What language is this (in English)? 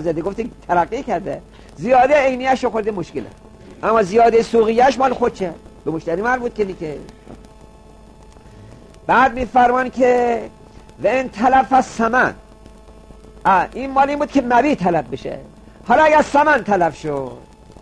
Persian